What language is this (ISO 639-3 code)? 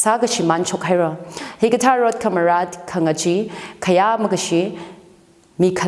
nmf